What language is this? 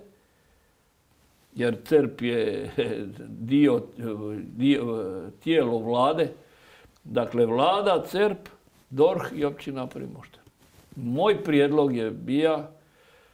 Croatian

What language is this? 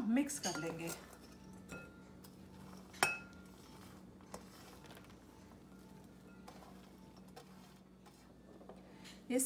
Hindi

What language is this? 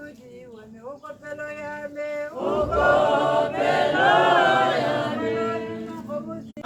Tswana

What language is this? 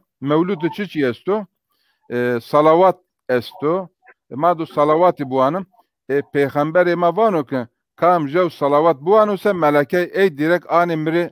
Zaza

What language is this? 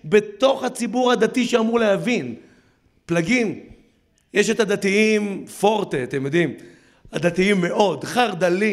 Hebrew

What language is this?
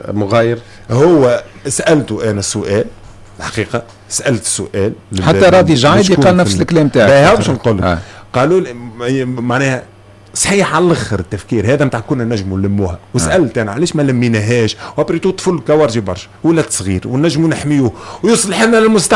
Tunisian Arabic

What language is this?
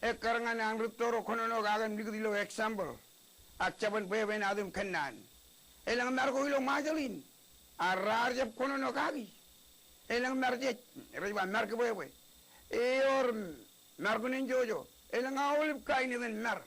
Marshallese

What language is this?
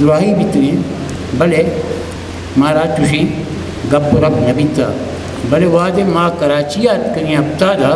Eastern Balochi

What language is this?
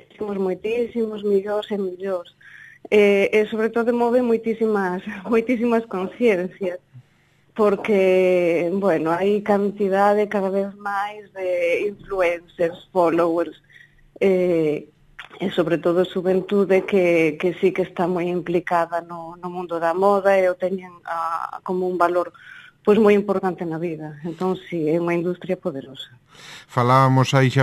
Galician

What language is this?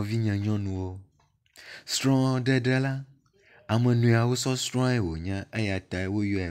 Ewe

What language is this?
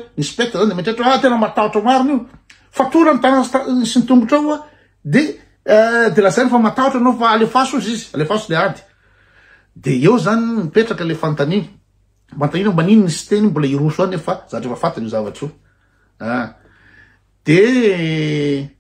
Malagasy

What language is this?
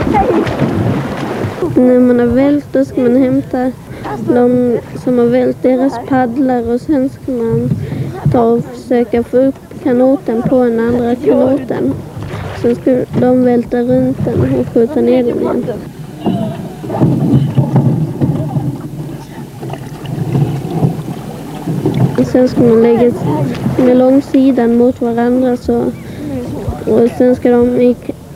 Swedish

